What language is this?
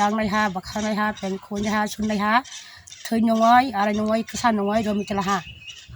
Kok Borok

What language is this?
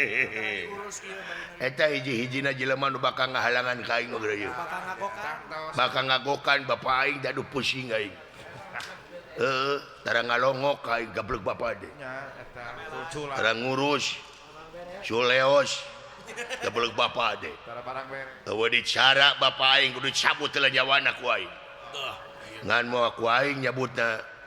Sundanese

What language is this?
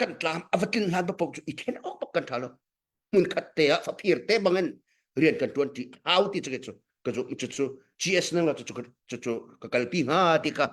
Hakha Chin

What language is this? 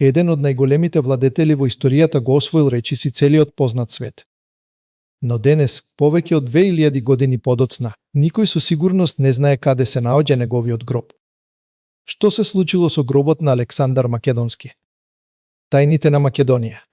Macedonian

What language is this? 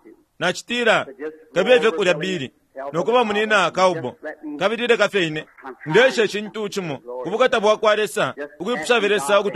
Bemba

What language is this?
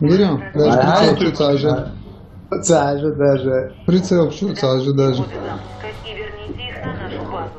Chechen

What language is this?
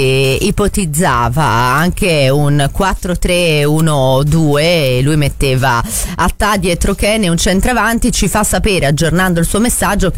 Italian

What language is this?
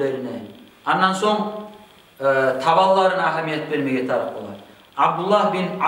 Kumyk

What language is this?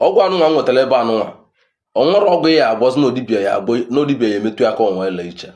Igbo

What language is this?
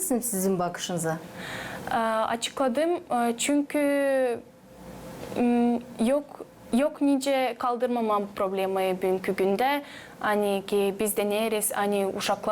Gagauz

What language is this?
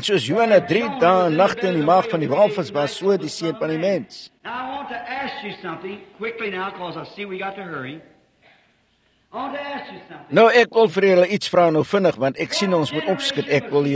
Afrikaans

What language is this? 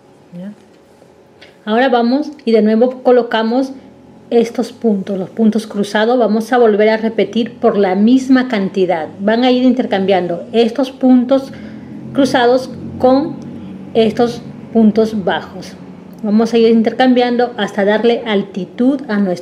Spanish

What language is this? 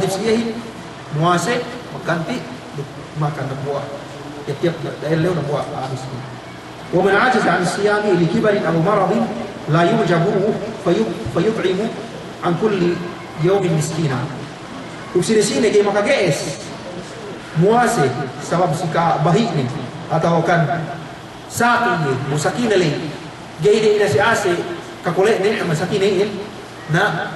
Yakan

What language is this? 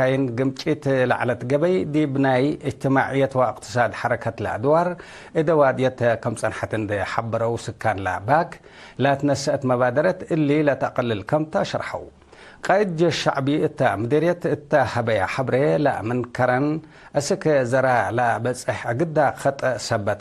Tigre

